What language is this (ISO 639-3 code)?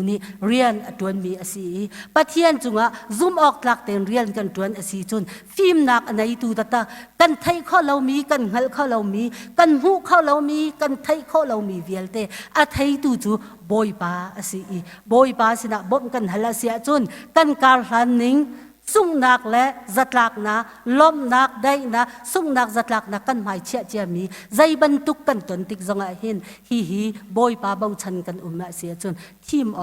cnh